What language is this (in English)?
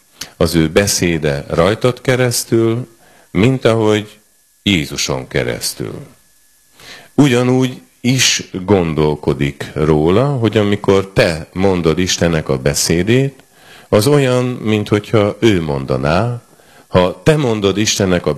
Hungarian